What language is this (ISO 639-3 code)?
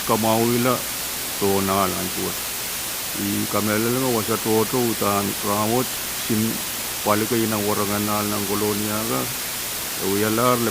pon